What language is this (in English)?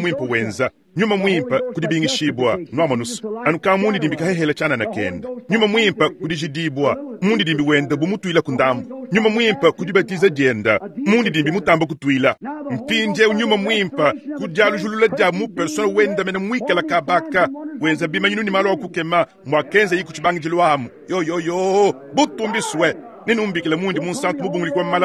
Luba-Lulua